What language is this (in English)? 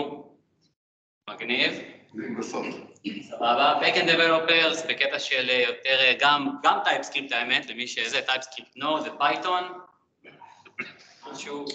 Hebrew